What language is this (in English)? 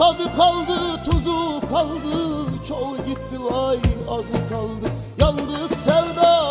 Turkish